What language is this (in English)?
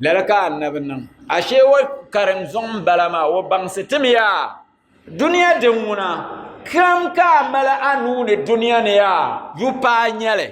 Dagbani